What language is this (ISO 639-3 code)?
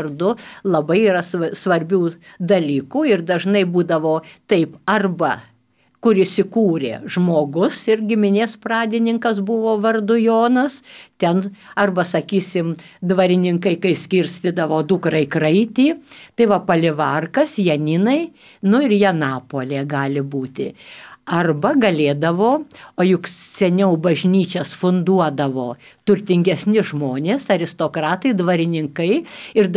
lit